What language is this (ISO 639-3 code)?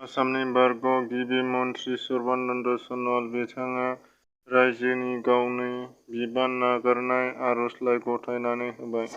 brx